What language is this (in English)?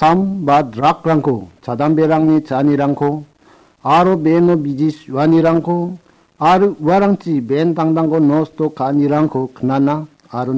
Garo